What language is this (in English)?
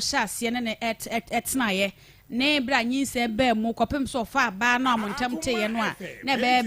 Akan